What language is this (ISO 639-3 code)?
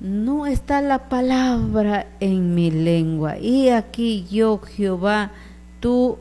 qug